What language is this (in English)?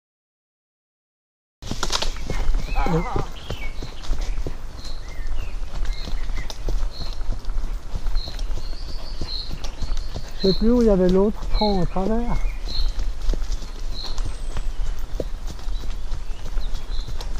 French